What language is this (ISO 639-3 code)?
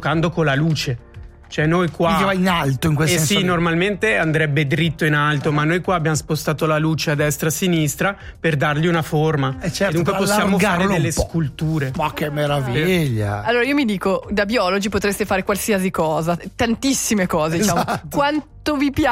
ita